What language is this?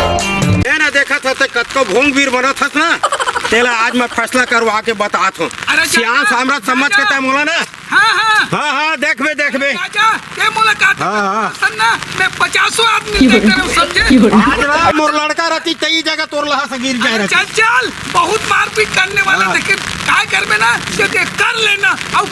Chhattisgarhi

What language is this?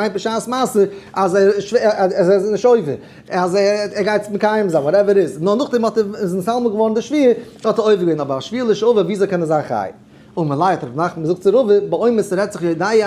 Yiddish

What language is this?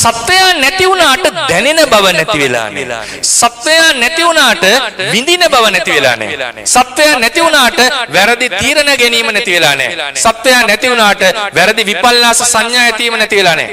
Sinhala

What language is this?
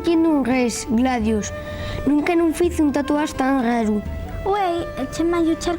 Asturian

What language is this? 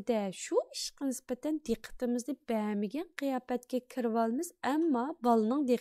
Uyghur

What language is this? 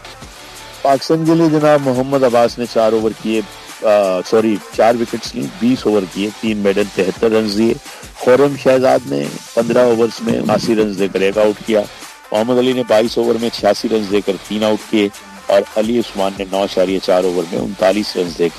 Urdu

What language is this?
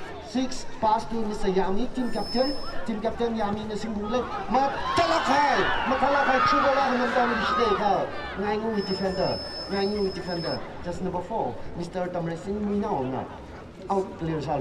Tangkhul Naga (India)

